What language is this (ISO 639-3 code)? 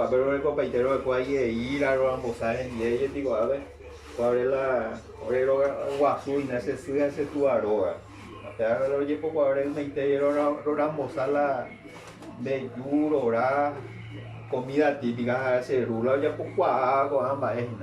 grn